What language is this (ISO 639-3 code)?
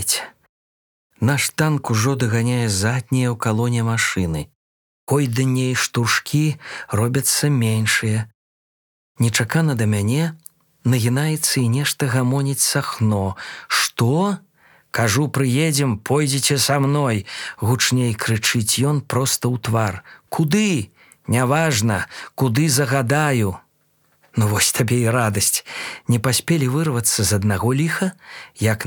bel